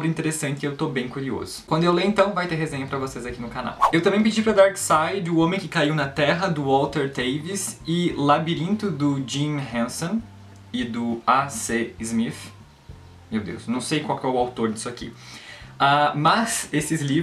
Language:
Portuguese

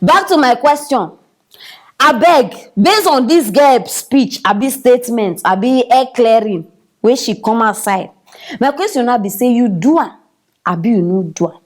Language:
Nigerian Pidgin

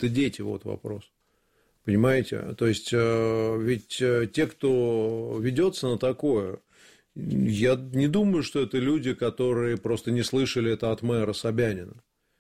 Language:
Russian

